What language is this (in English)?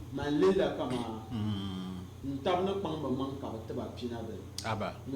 Dagbani